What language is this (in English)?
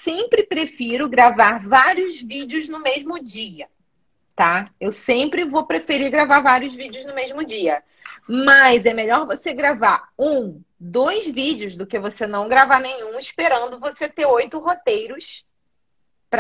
Portuguese